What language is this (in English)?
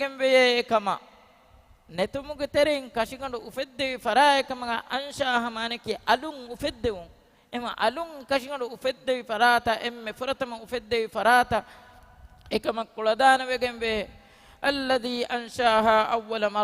Divehi